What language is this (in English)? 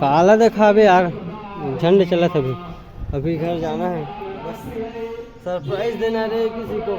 Chhattisgarhi